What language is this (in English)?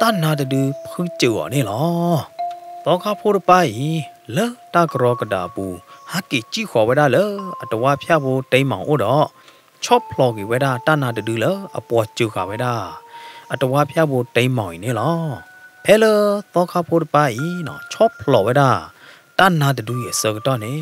S'gaw Karen